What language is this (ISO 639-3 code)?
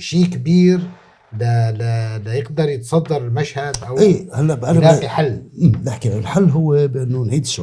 apc